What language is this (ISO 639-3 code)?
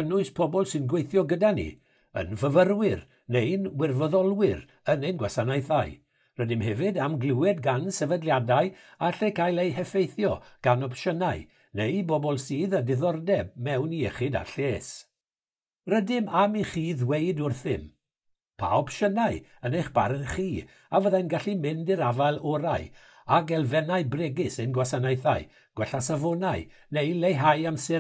cym